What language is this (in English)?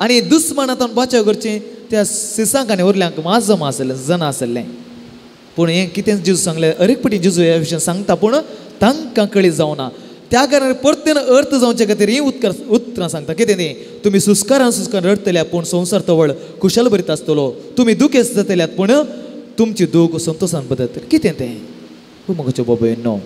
Konkani